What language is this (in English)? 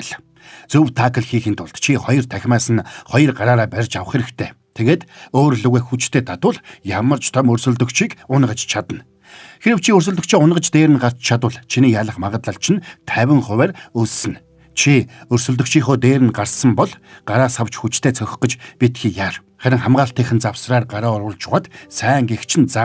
Mongolian